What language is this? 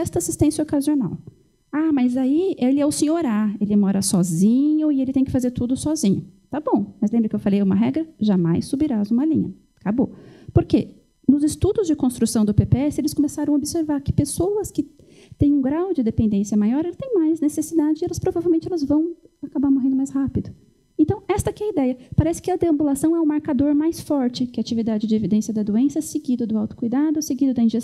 Portuguese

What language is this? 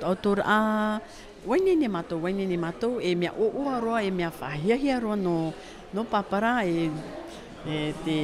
Tahitian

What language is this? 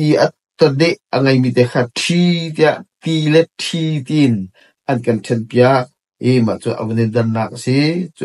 Hakha Chin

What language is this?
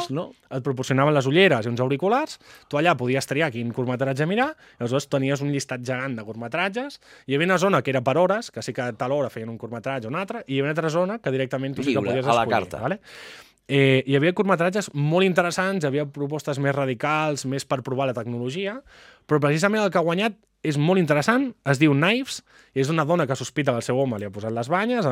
Catalan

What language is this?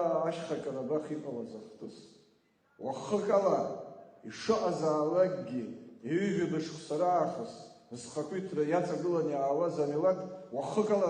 Abkhazian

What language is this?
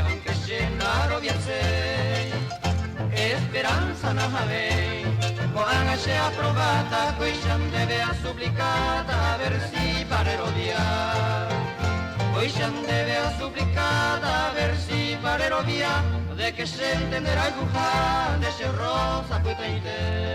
Guarani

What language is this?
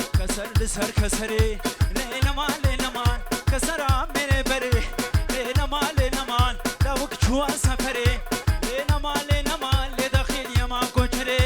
Kurdish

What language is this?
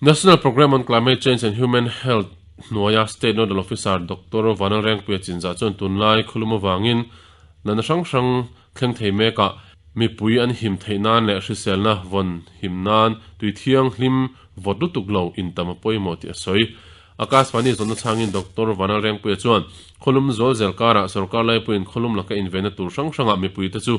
Mizo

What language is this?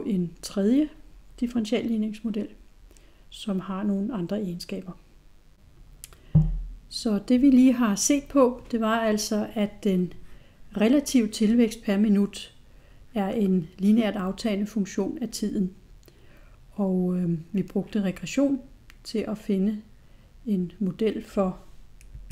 Danish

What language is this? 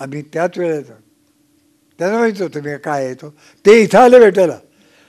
Marathi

